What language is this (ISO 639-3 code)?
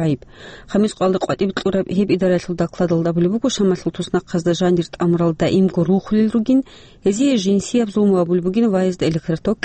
ava